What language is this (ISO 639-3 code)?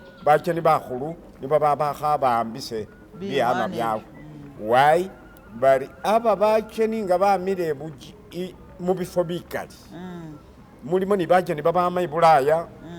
myx